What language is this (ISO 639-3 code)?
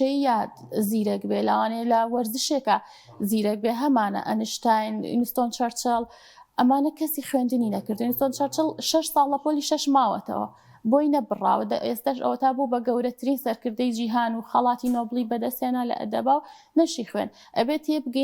ckb